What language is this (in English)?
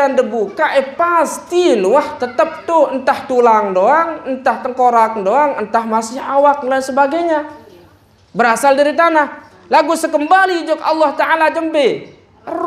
Sasak